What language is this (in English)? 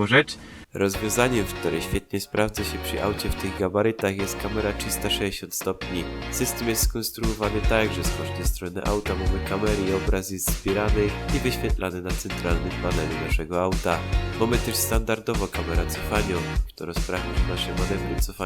Silesian